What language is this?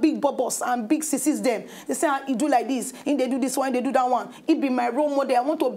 Nigerian Pidgin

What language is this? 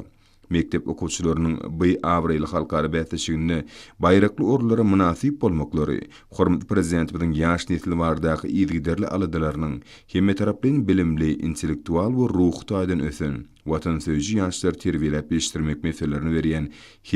Turkmen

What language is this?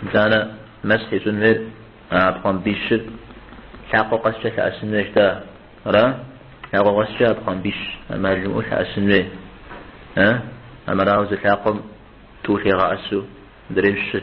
Kabardian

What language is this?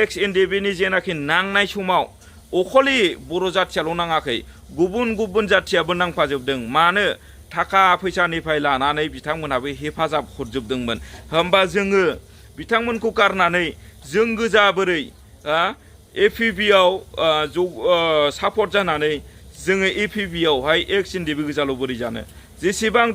Bodo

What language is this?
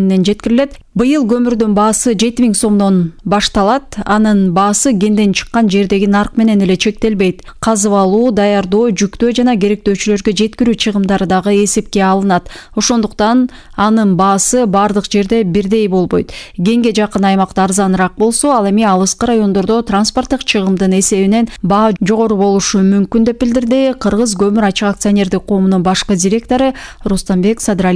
Kyrgyz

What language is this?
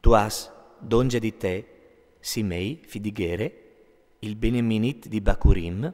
Friulian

